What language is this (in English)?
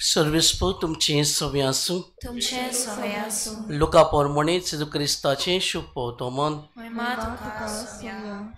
Konkani